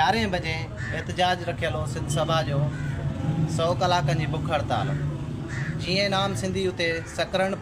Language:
Sindhi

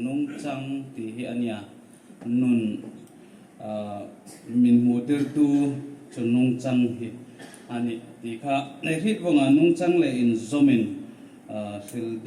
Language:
Hmar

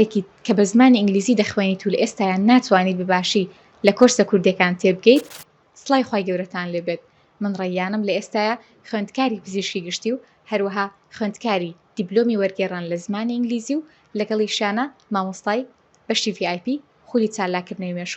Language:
Central Kurdish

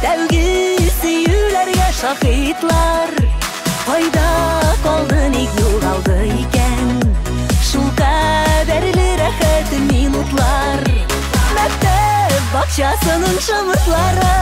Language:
Tatar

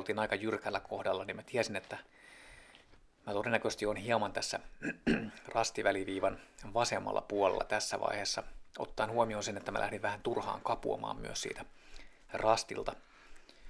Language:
Finnish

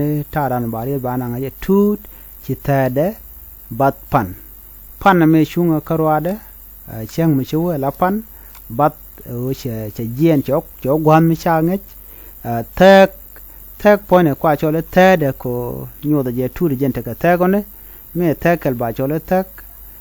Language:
Nuer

